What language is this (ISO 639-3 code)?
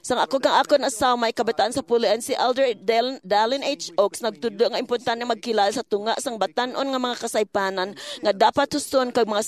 hil